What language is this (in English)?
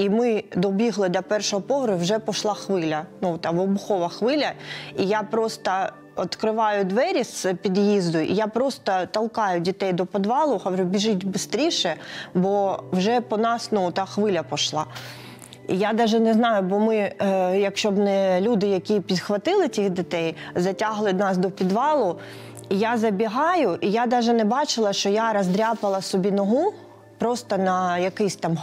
Ukrainian